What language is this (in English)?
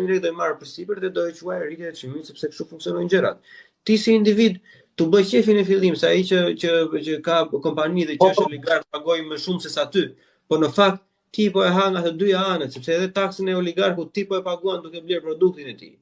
Albanian